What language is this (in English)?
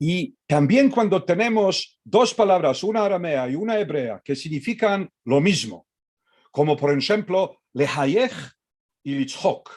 Ladino